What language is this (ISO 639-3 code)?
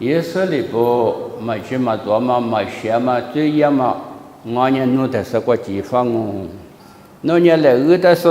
lis